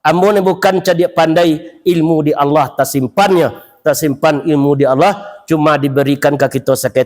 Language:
Minangkabau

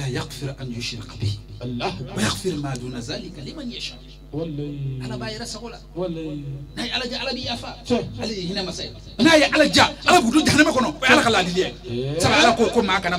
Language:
Bambara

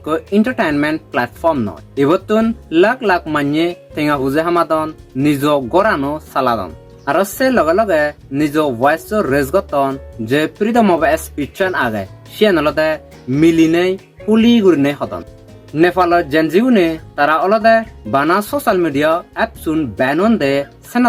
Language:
Chakma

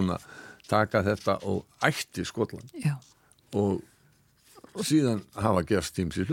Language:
Icelandic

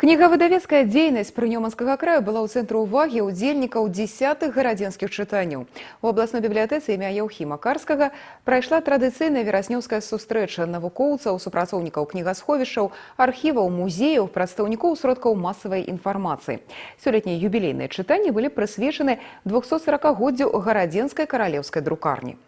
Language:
Belarusian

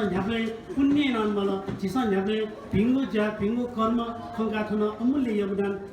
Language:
Newari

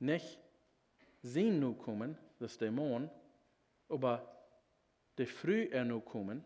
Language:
Plautdietsch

